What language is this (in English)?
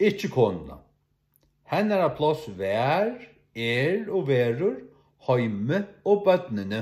Faroese